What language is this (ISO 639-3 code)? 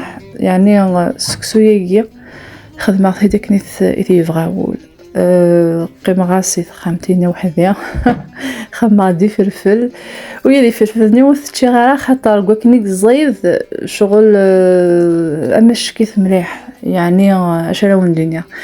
kab